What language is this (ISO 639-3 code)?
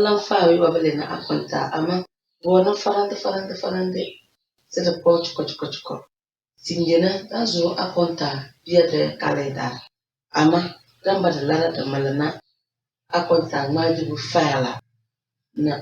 kdh